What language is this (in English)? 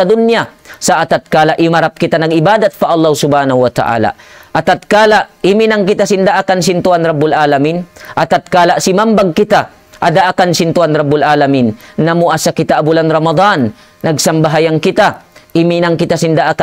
Tausug